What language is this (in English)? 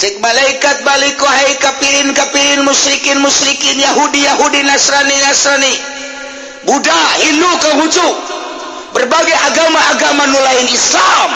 Sundanese